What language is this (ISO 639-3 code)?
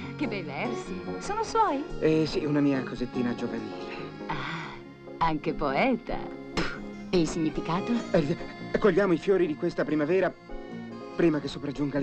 ita